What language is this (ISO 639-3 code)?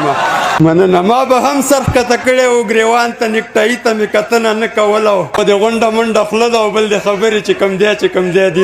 pus